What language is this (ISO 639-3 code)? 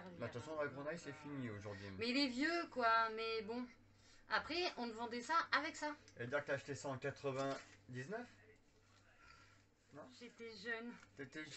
fra